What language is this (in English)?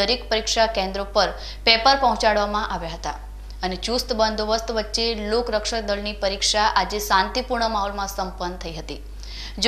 Gujarati